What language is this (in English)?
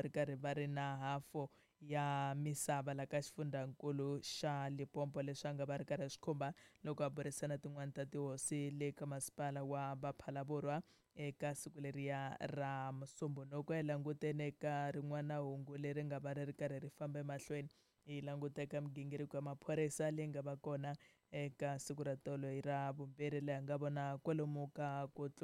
Tsonga